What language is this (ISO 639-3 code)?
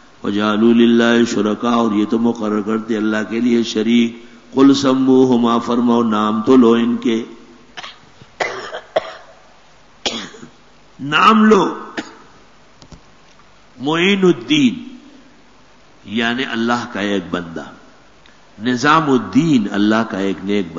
urd